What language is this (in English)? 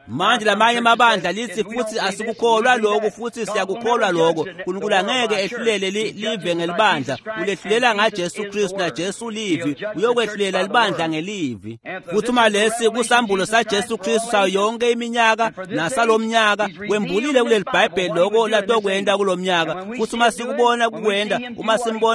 Swati